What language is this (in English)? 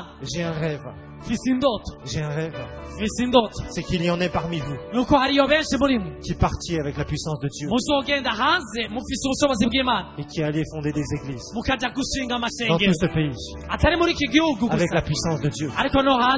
Rundi